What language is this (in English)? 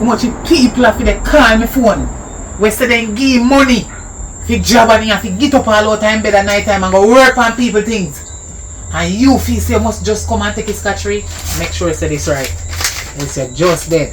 Jamaican Creole English